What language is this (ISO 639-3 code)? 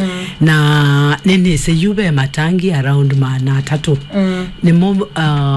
kam